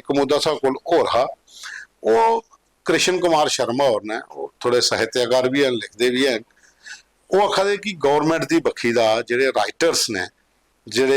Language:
Dogri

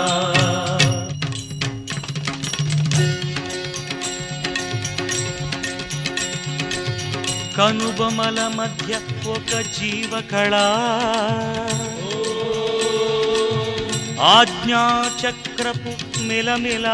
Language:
Telugu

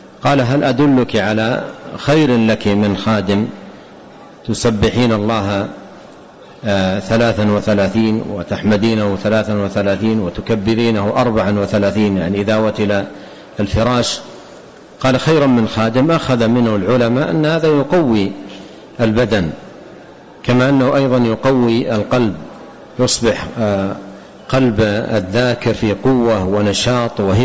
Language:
Arabic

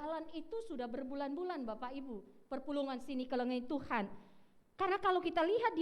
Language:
Batak Karo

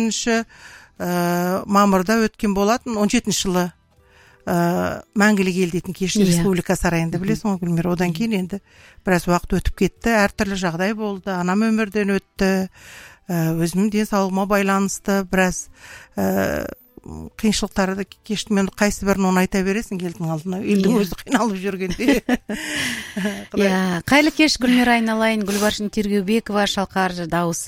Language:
Kazakh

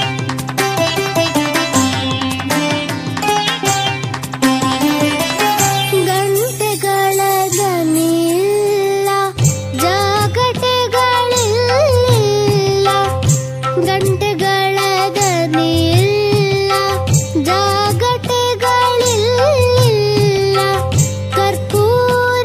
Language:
Kannada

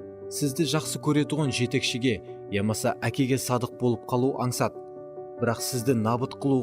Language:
Kara-Kalpak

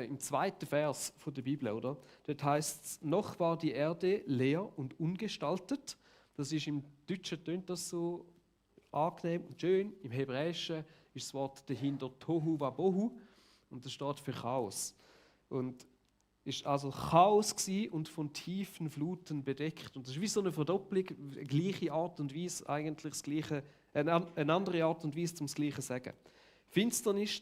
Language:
Swiss German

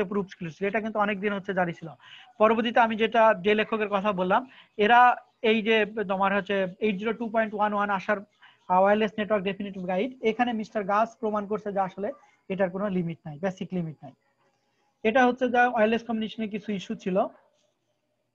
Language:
Bangla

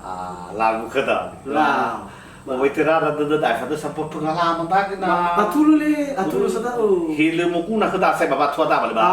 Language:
Nias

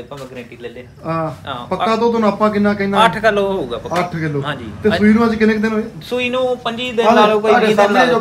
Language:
Punjabi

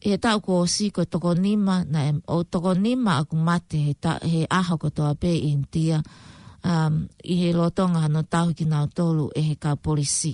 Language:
Tongan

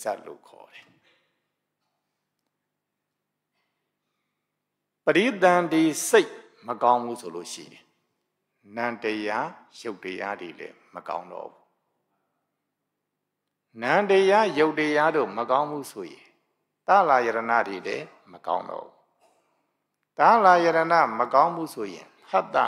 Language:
Burmese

